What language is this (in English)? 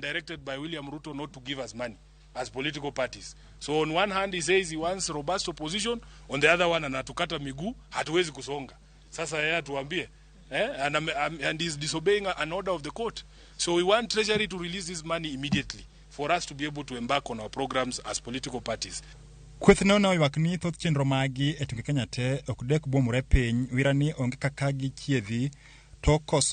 Luo (Kenya and Tanzania)